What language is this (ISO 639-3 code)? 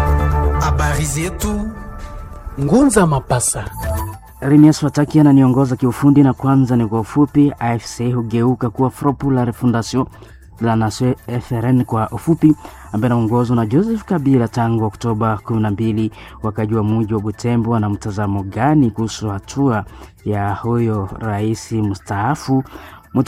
swa